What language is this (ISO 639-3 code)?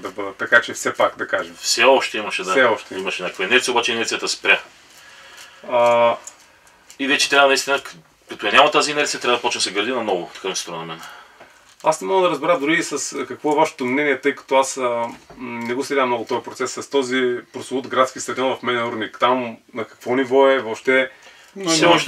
bul